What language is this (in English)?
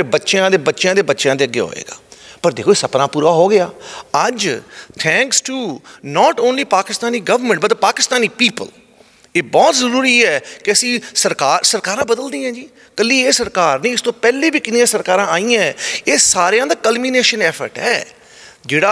Western Panjabi